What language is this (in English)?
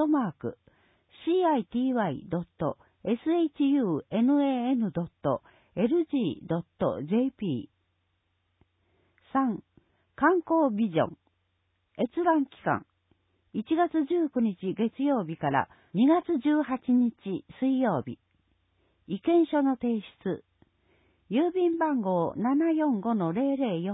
Japanese